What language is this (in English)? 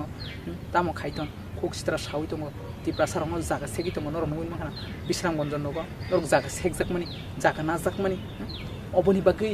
Kok Borok